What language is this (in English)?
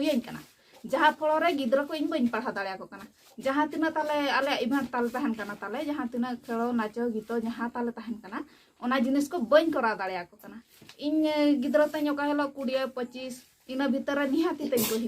Santali